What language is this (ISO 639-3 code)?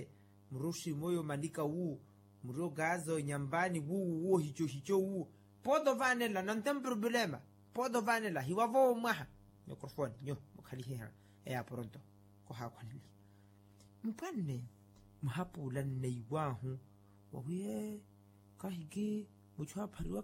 vmw